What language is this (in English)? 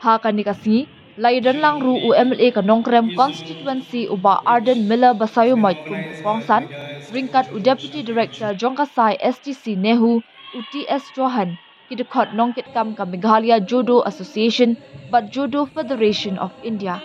Khasi